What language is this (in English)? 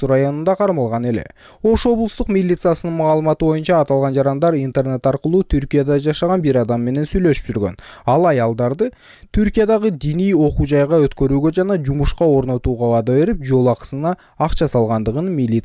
Kyrgyz